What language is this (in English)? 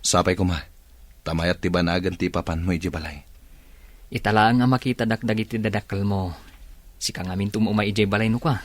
Iloko